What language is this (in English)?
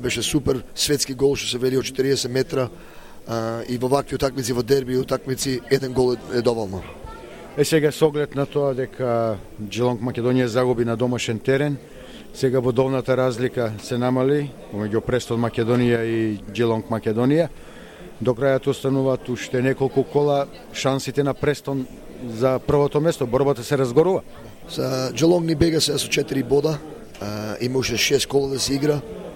Macedonian